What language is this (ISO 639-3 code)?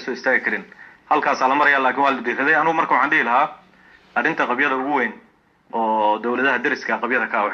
som